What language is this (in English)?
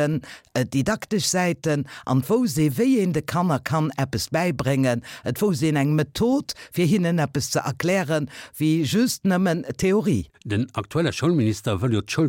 Luxembourgish